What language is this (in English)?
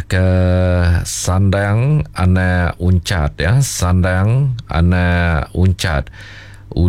Iban